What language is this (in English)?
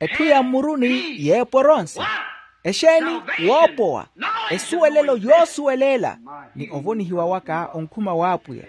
Makhuwa